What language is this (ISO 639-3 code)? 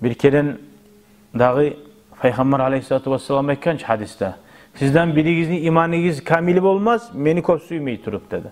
kum